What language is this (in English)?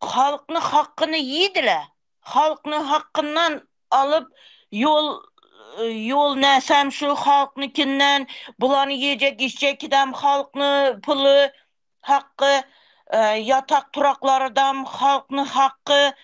Turkmen